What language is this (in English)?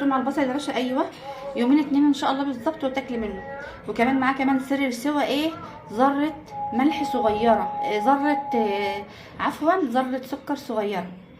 Egyptian Arabic